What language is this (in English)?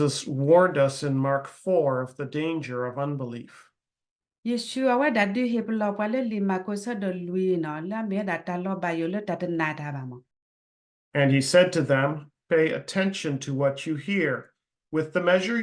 S'gaw Karen